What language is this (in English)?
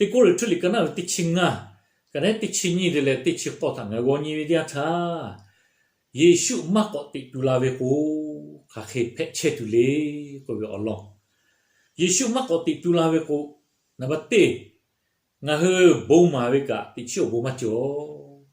Lahu